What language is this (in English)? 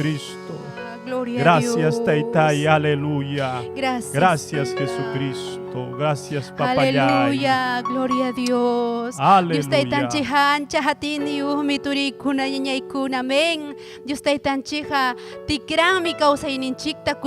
Ayacucho Quechua